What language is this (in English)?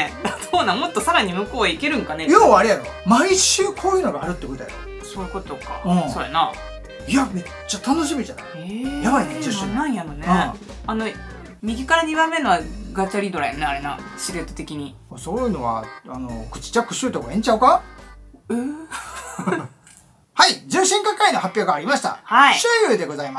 Japanese